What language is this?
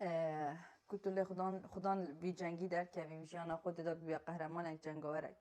Kurdish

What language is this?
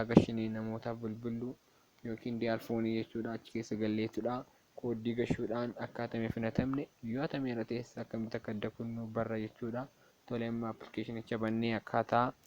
Oromo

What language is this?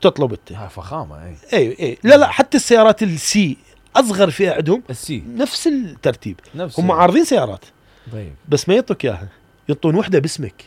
Mesopotamian Arabic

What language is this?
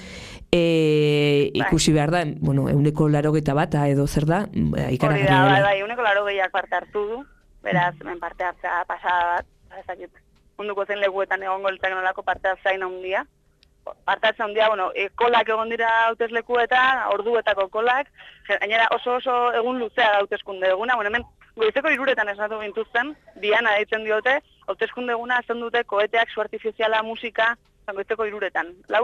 Basque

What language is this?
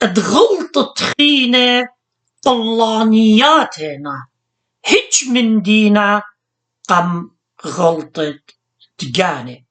Assyrian Neo-Aramaic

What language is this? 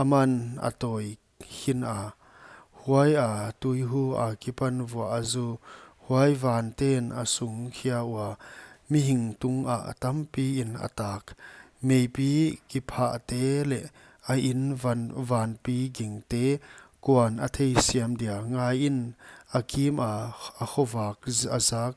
Paite Chin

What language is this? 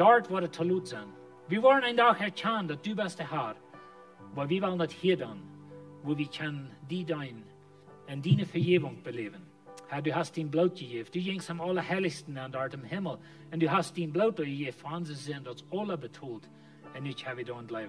Plautdietsch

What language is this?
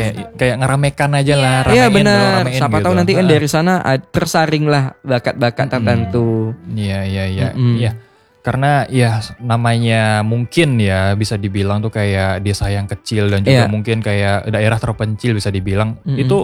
Indonesian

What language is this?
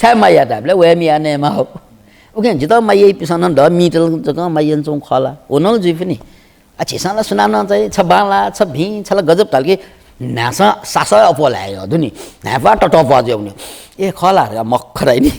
Newari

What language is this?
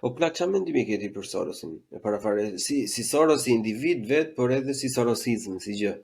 Albanian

